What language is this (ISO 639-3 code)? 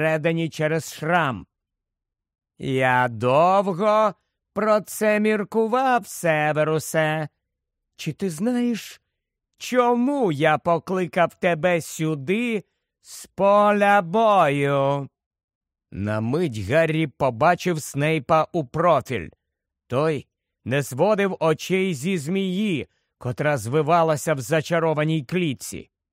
ukr